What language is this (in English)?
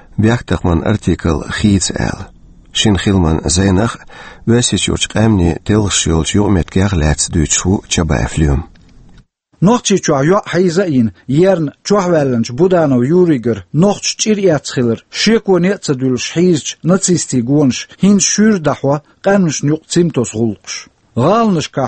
Chechen